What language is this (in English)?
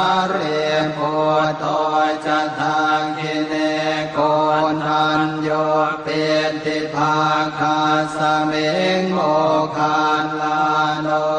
Pali